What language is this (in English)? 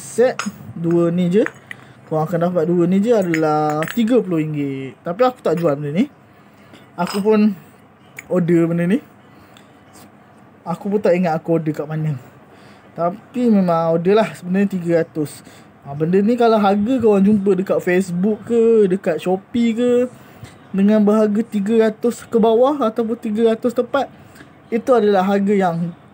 Malay